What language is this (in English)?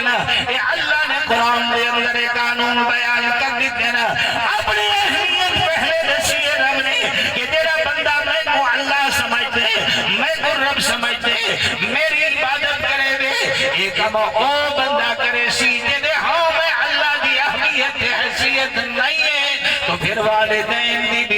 Saraiki